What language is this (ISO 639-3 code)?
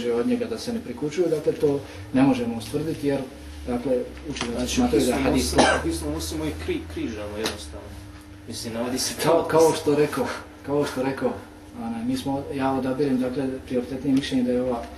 bos